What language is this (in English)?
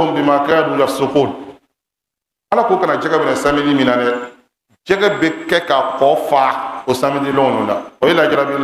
Bambara